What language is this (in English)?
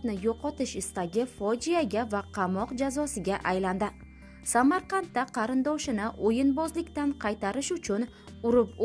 Uzbek